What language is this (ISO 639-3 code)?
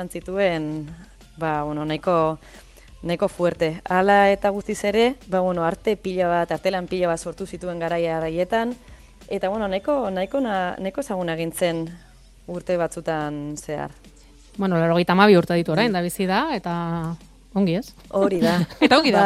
eus